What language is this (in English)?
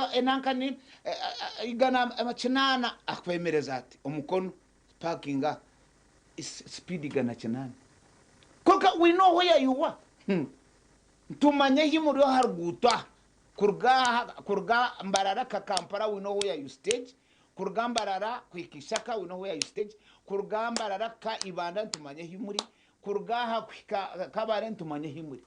Nyankole